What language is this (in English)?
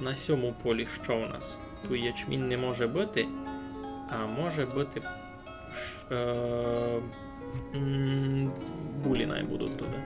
Rusyn